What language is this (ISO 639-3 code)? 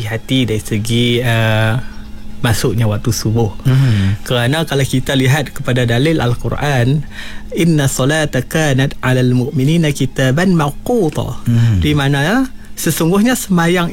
msa